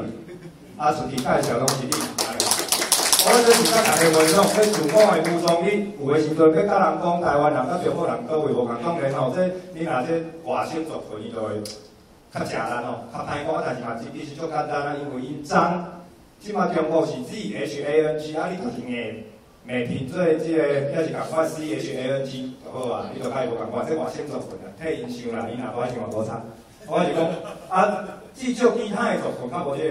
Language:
Min Nan Chinese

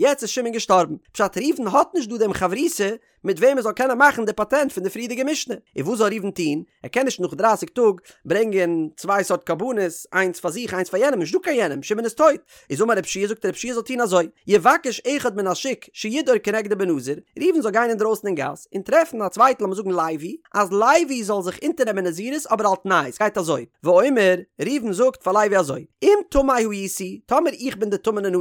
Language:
Yiddish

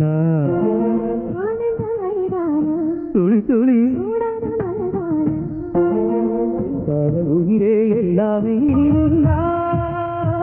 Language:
Tamil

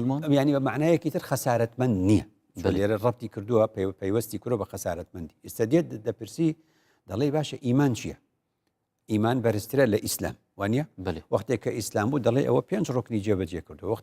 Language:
Central Kurdish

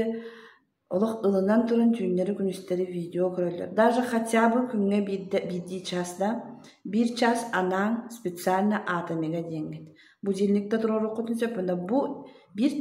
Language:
Yakut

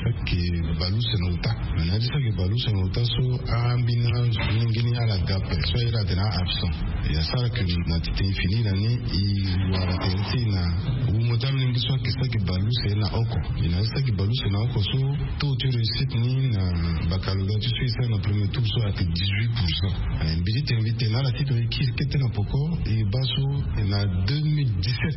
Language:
Sango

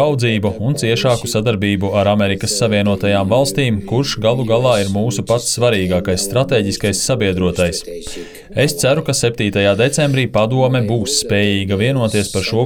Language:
Latvian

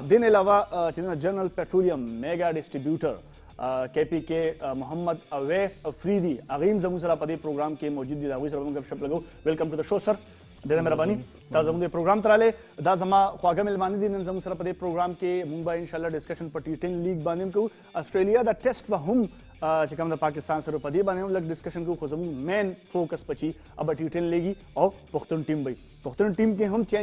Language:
Pashto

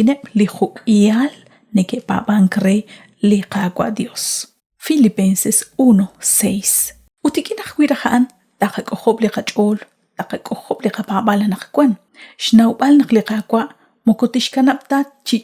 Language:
Kekchí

